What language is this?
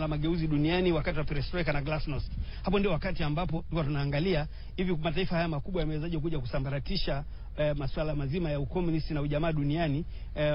Swahili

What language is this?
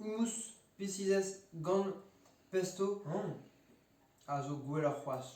Breton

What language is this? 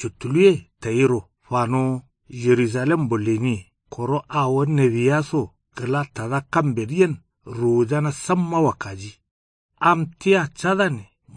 Kanuri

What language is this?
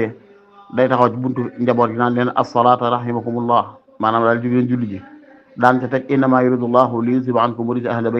Wolof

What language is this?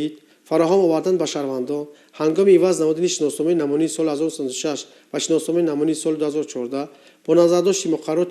Tajik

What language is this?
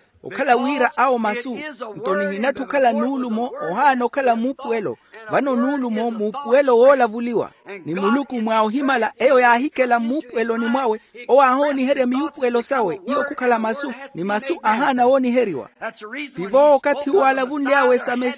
Makhuwa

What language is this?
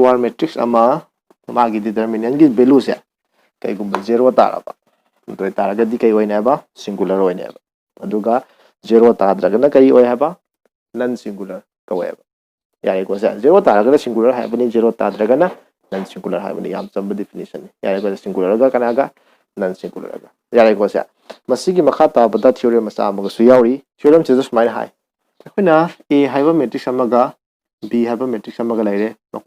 Manipuri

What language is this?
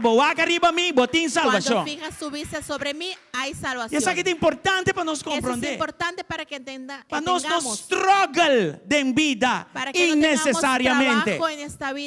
Papiamento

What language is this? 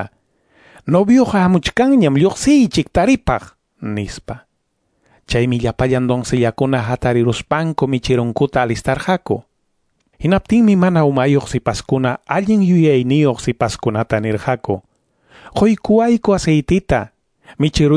Quechua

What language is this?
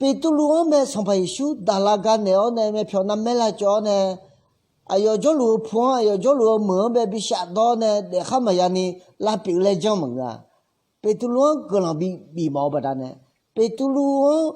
Akha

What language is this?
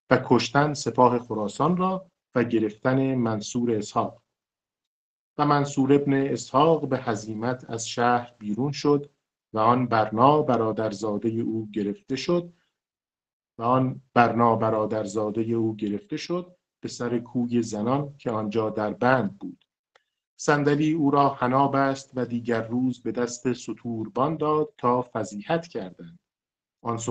Persian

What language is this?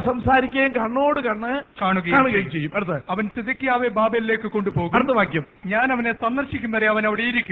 Malayalam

